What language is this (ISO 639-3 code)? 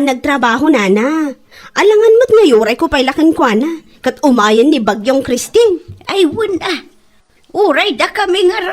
ilo